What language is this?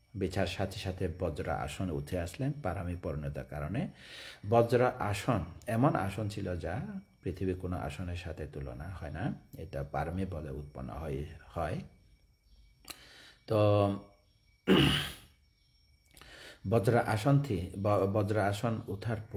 Bangla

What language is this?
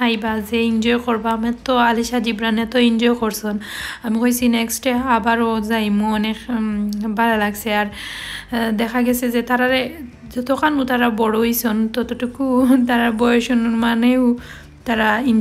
Sylheti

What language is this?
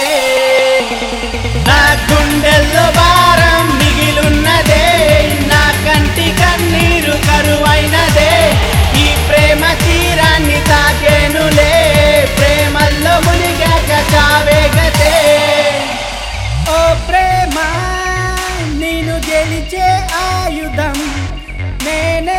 Telugu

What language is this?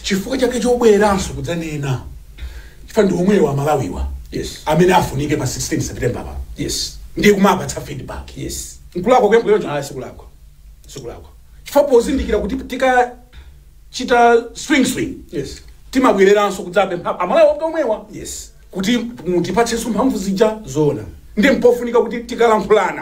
Nyanja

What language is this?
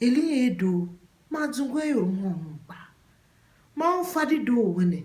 Tiv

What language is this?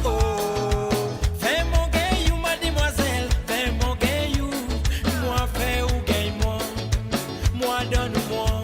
Morisyen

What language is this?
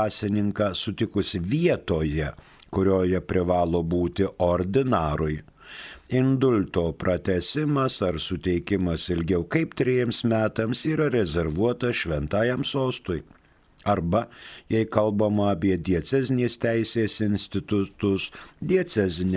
Lithuanian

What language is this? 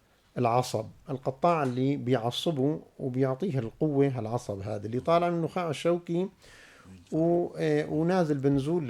North Levantine Arabic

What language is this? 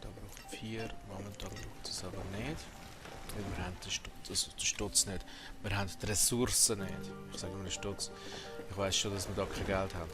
Swiss German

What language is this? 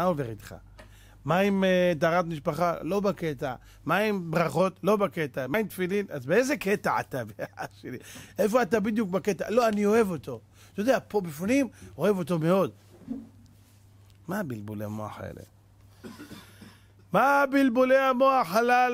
Hebrew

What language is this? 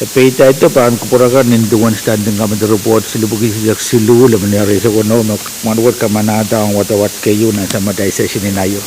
Pohnpeian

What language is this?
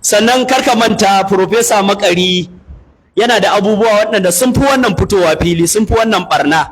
Hausa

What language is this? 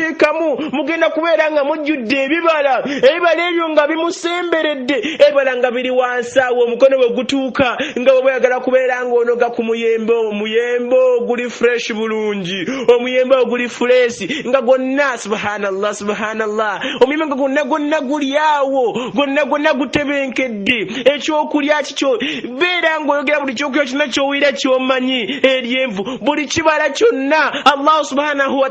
Ganda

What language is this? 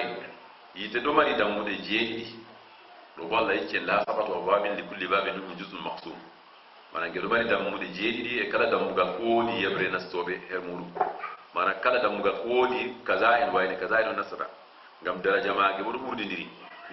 Fula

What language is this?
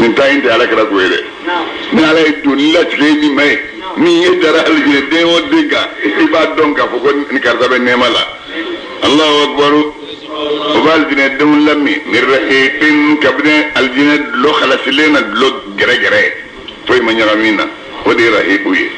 Bambara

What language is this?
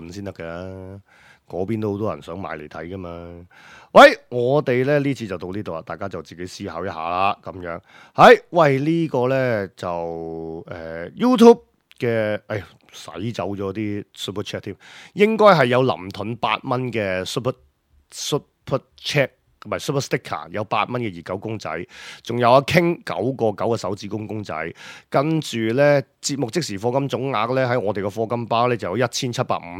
Cantonese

